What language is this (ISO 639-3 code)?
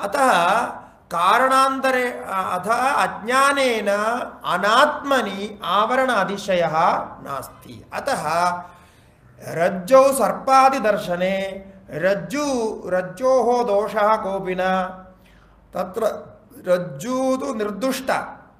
san